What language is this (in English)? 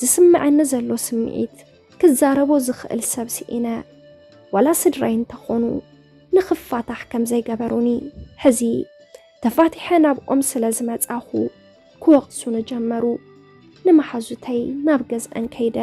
Tigrinya